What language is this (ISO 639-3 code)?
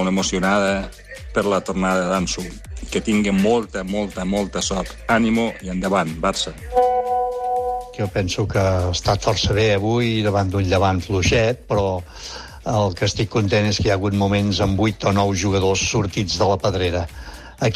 cat